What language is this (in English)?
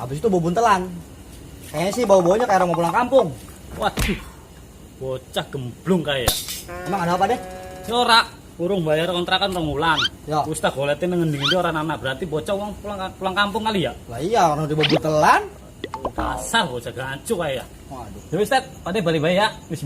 Betawi